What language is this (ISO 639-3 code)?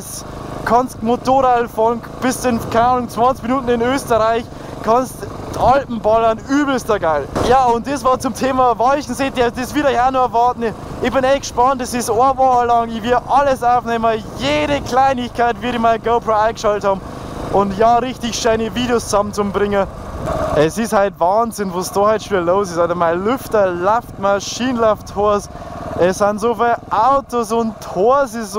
bar